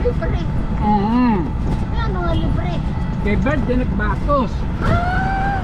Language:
Waray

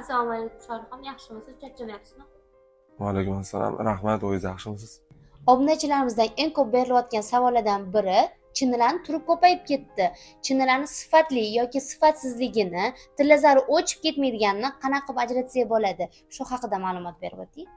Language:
Uzbek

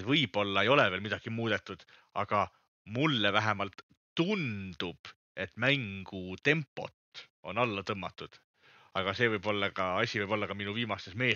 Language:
Estonian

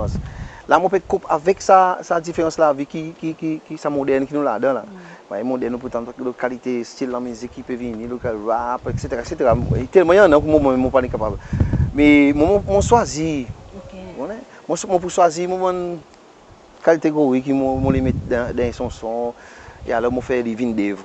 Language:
Seselwa Creole French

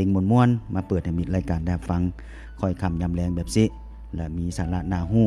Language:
Lao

